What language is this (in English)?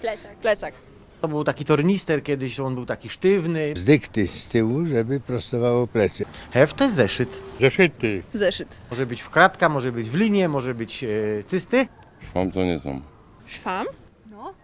Silesian